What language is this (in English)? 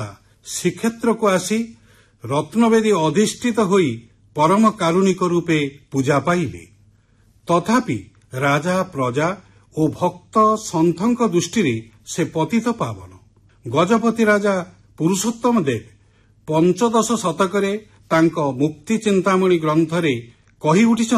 Odia